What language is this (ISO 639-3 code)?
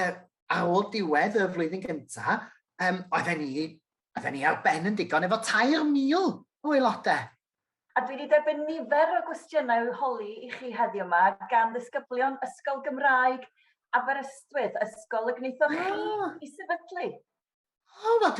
cym